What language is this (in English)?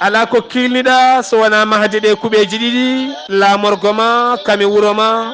Fula